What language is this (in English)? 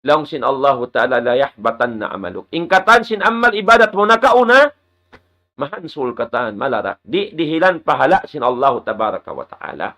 Tausug